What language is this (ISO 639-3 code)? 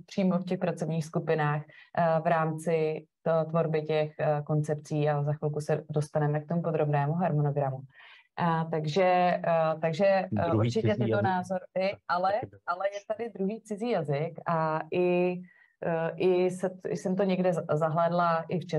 ces